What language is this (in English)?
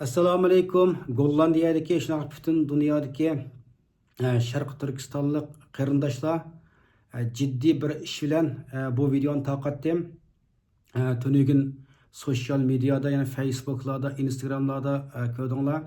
Uyghur